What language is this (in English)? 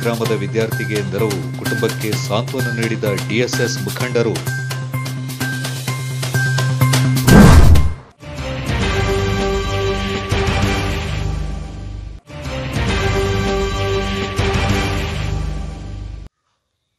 Kannada